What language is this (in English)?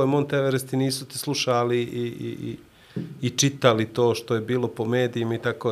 Bosnian